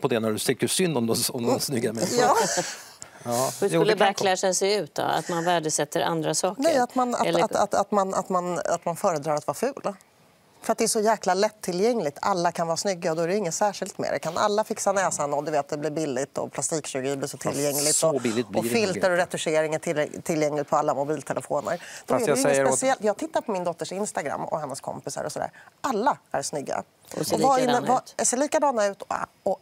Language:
Swedish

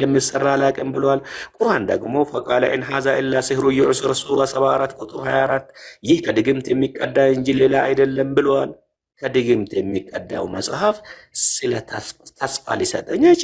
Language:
Amharic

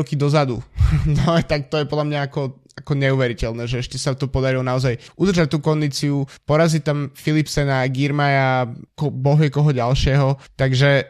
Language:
Slovak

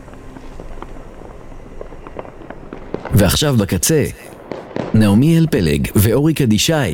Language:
Hebrew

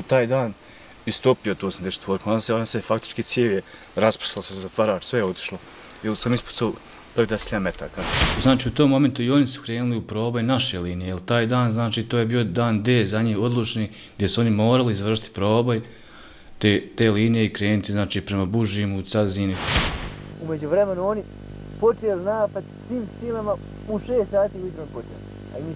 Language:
Bosnian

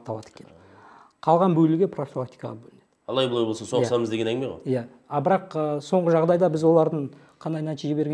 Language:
Kazakh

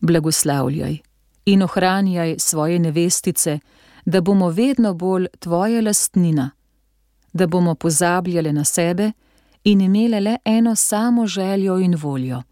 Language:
Slovenian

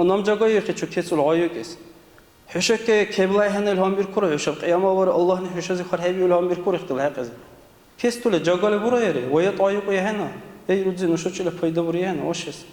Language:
Dargwa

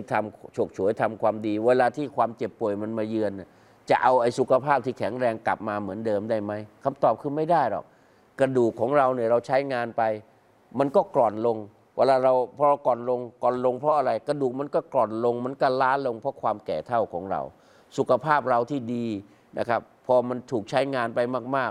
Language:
Thai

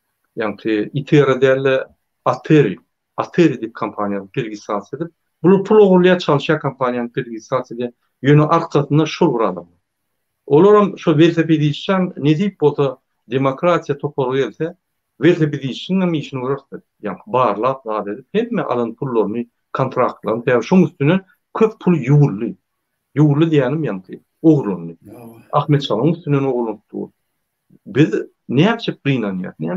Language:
Turkmen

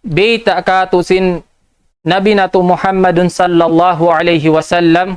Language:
Tausug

